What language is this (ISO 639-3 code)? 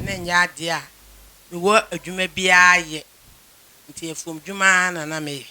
aka